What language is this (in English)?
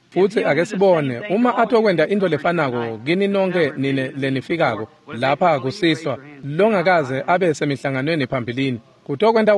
Swati